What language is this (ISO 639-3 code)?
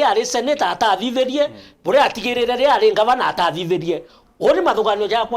mer